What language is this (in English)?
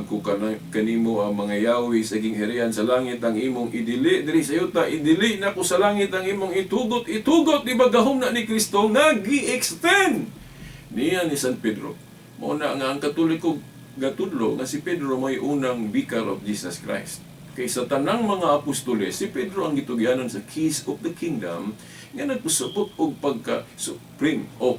Cebuano